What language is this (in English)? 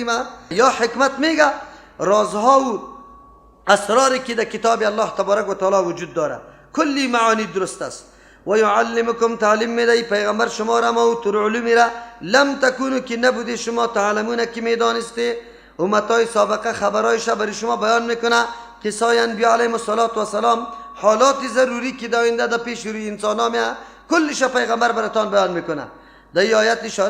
Persian